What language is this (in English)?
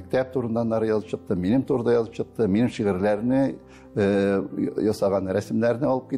Tatar